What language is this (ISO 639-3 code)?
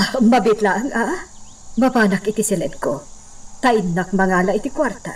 ilo